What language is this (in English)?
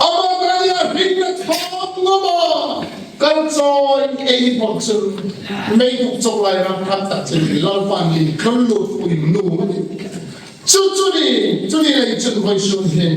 Hmar